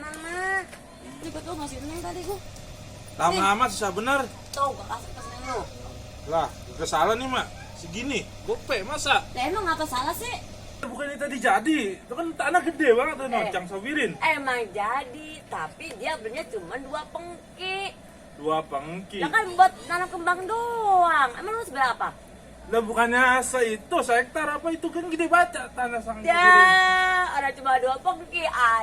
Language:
Betawi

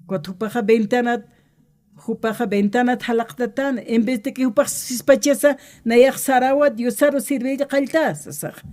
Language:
Aymara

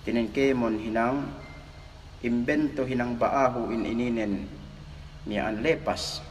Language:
Yakan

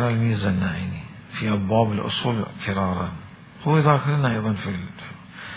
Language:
Mesopotamian Arabic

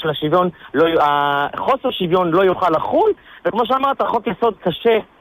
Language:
Hebrew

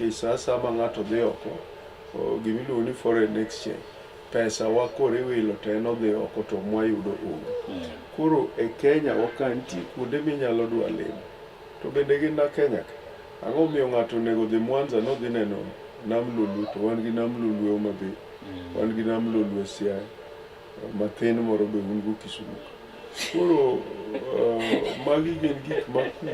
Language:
Luo (Kenya and Tanzania)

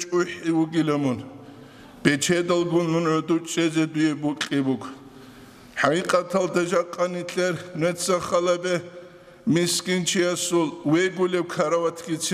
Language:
Avaric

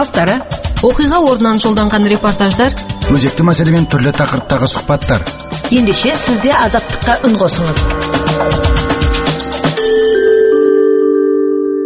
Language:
Kazakh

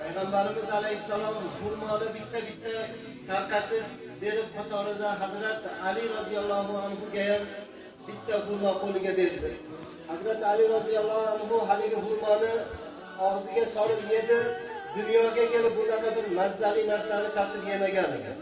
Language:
Uzbek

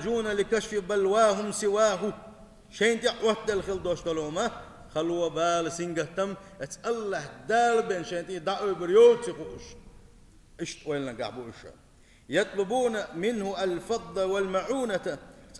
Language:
Chechen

